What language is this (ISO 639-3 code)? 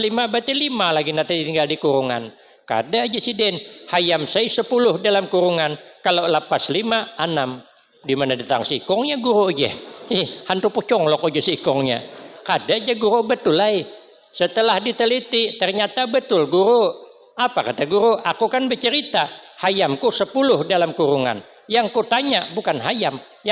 bjn